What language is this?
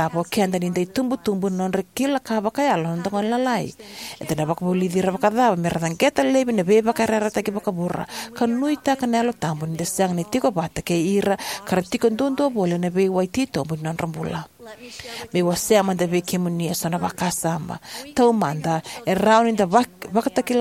Fijian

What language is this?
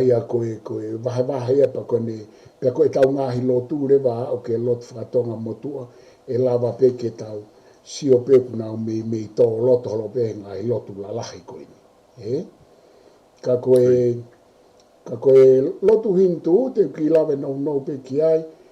Tongan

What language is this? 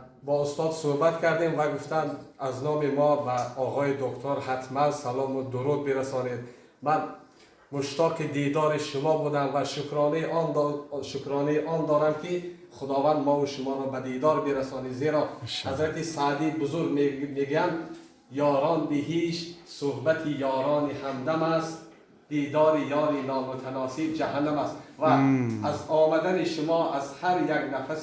Tajik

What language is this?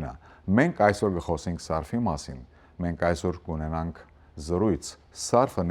Western Armenian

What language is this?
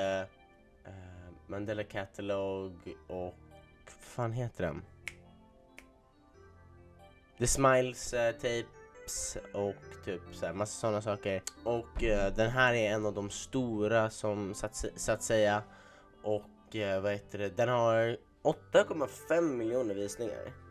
Swedish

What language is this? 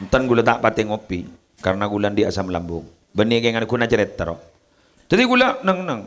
Madurese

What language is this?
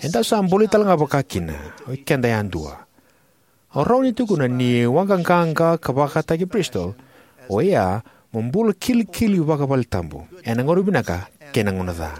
Fijian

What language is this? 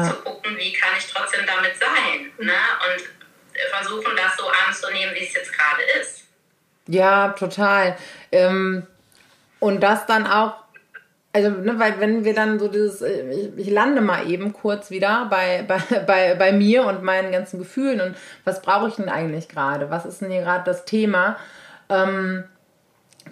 German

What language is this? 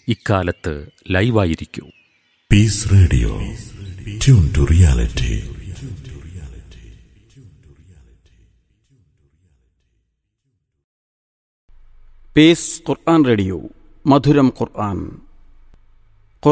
Malayalam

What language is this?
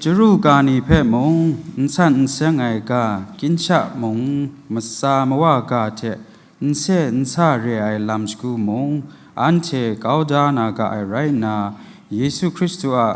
Kachin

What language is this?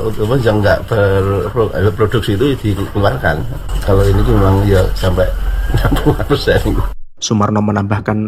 Indonesian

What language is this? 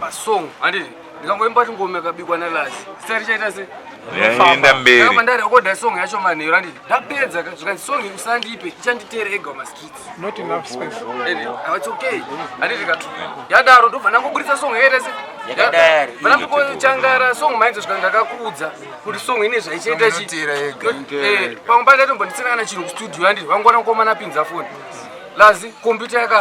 Shona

